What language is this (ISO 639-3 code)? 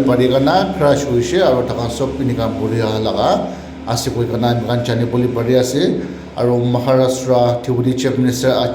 nag